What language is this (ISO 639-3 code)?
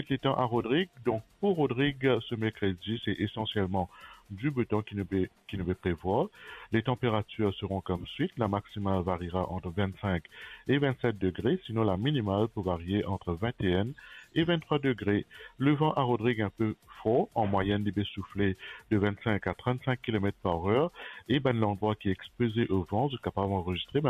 mfe